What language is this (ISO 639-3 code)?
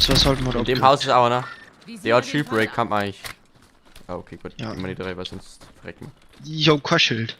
bar